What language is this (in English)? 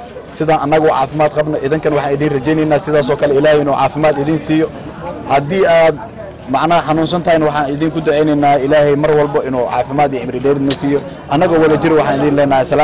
Somali